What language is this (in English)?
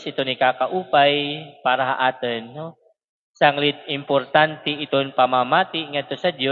Waray